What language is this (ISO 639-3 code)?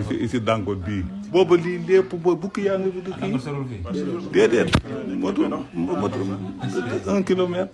wol